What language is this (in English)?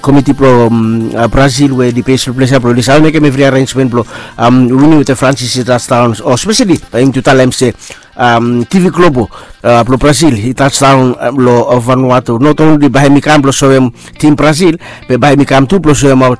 Bislama